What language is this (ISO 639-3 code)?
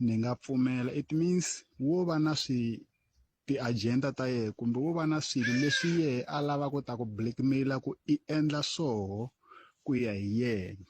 tso